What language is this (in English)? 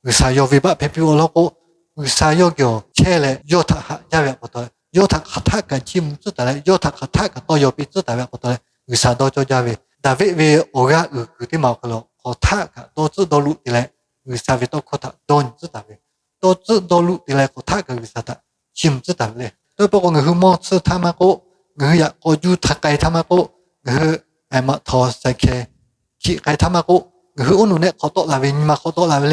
Lahu